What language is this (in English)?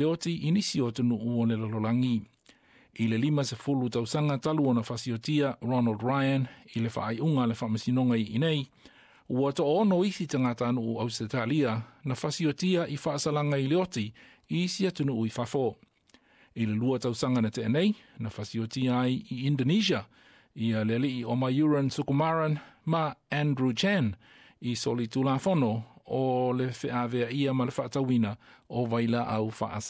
Samoan